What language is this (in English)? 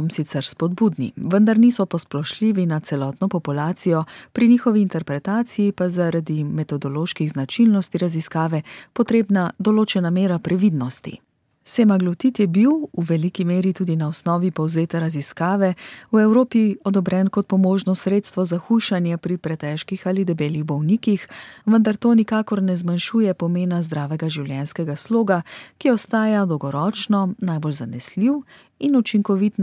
Slovenian